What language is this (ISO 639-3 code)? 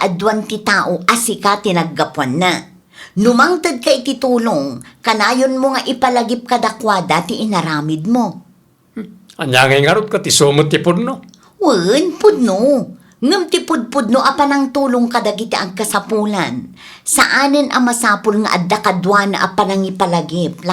ilo